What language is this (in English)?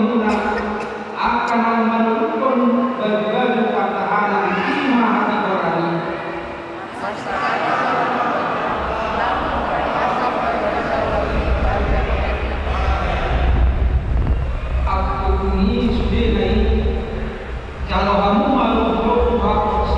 Indonesian